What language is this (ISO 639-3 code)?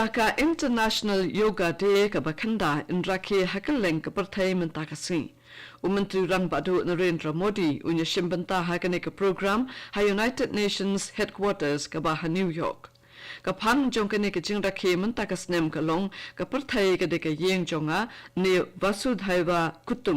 kha